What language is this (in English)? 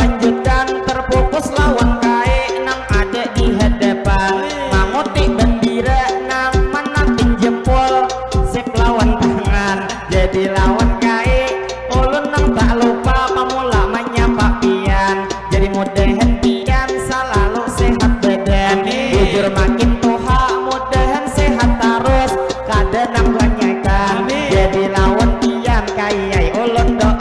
Banjar